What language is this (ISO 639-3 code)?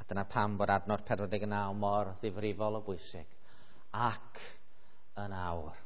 cym